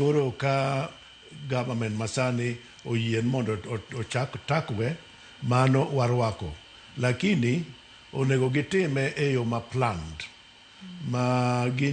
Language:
Luo (Kenya and Tanzania)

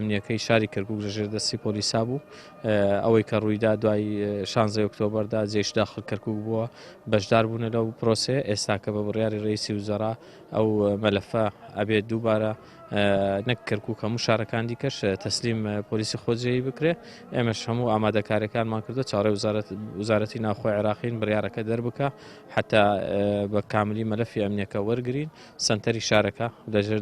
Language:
Central Kurdish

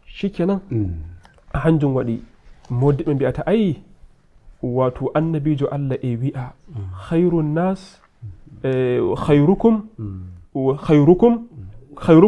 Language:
Nigerian Fulfulde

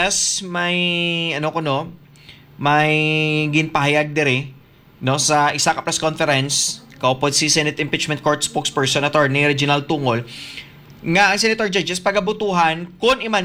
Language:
Hiligaynon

